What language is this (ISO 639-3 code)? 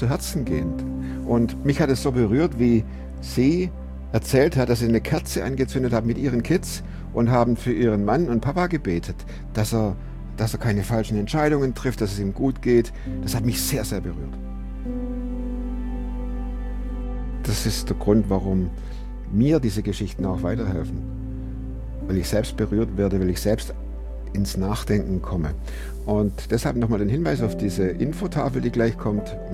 deu